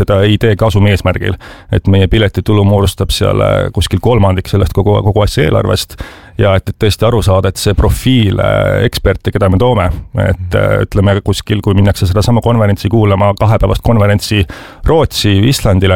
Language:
Estonian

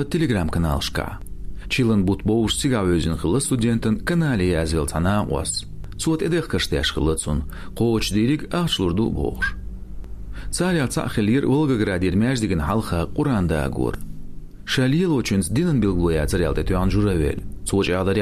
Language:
Chechen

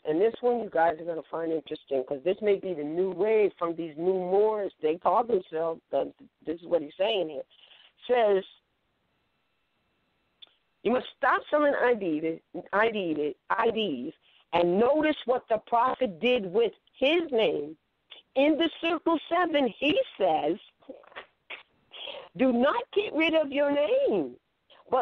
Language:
English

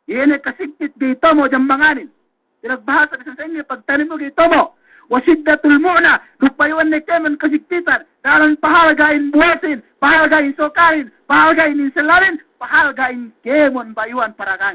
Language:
Yakan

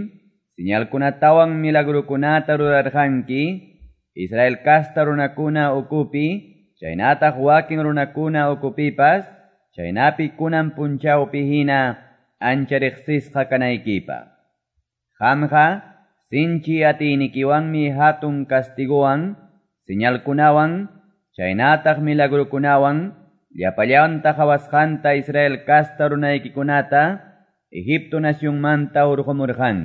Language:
Quechua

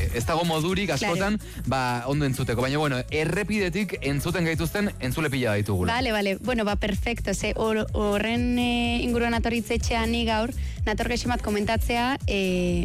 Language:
Basque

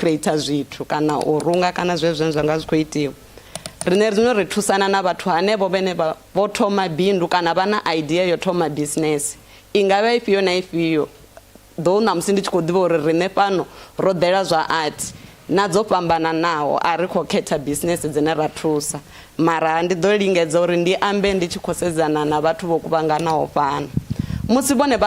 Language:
Venda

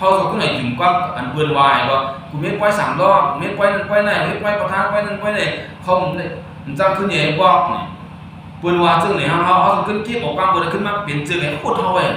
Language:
Shan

